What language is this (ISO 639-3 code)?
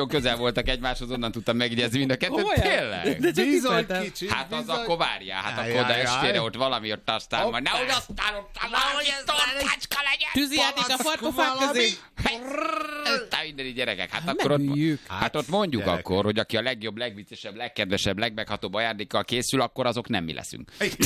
hun